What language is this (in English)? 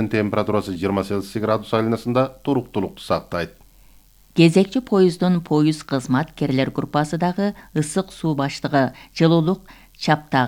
Kyrgyz